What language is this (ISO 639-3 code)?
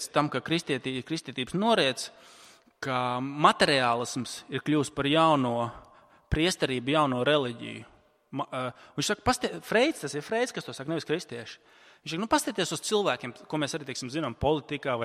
lav